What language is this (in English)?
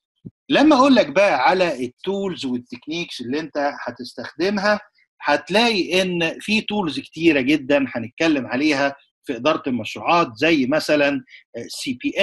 Egyptian Arabic